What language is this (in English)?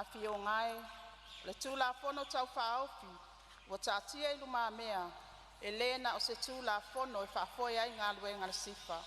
Samoan